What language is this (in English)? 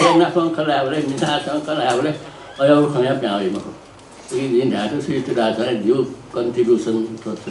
Newari